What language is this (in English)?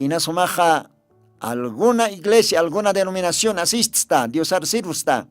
Aymara